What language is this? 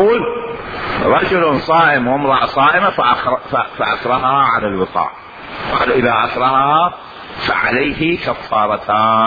Mesopotamian Arabic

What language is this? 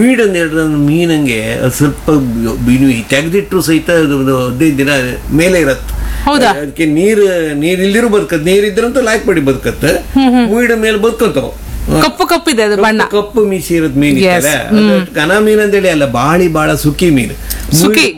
Kannada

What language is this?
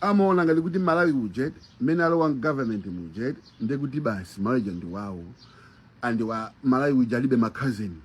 Nyanja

